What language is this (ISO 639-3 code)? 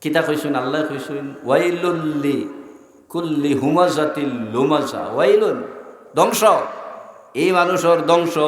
syl